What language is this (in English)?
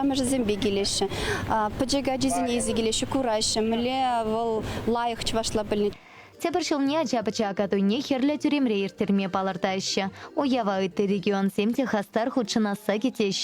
Chuvash